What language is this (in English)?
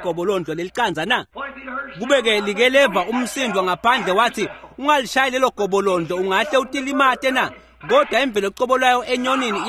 Swati